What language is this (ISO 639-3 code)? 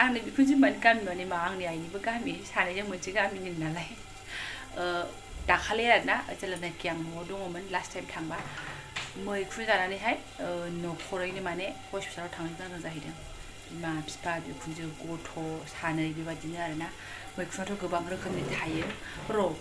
brx